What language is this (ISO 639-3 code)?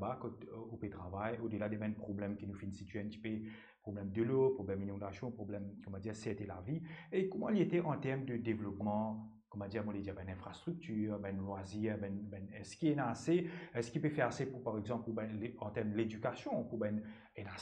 mfe